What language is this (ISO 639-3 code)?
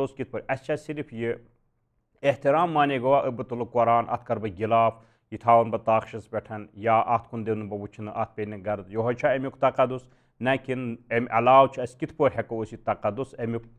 kas